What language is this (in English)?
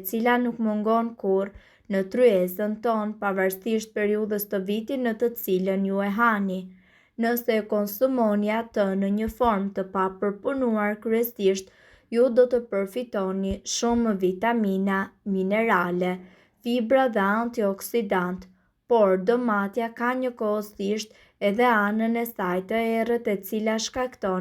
Albanian